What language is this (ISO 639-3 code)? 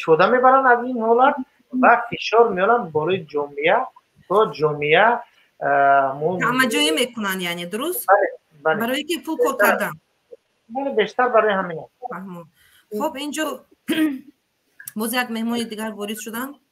tgk